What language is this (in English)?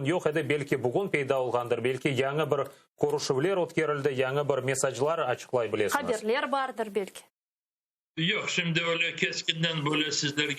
Crimean Tatar